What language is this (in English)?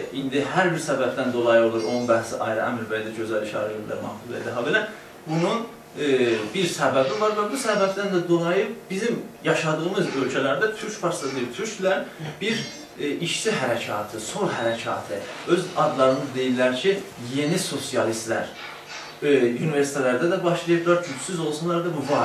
South Azerbaijani